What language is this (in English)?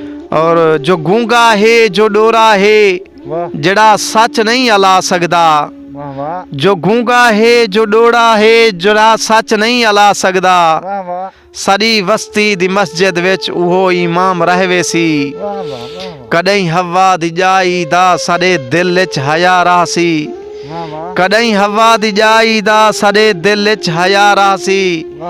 Saraiki